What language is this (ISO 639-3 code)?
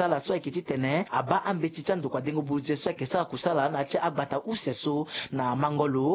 sag